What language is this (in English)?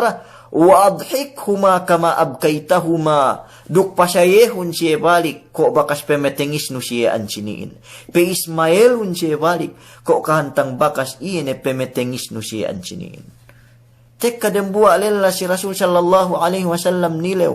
Yakan